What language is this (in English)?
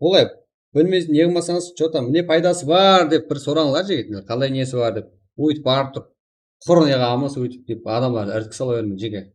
Kara-Kalpak